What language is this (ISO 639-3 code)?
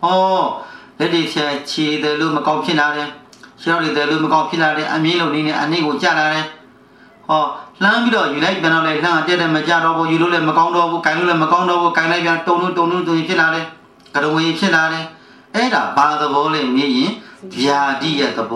mya